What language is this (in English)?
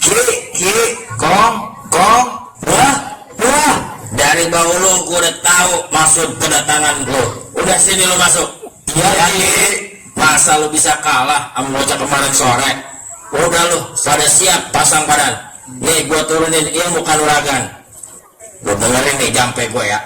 Betawi